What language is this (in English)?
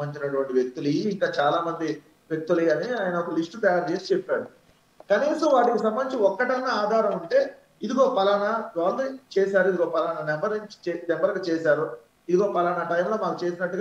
Telugu